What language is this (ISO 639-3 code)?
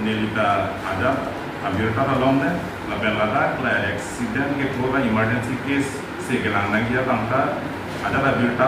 mjw